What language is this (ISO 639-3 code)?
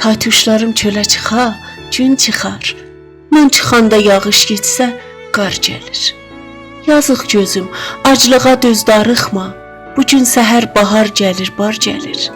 azb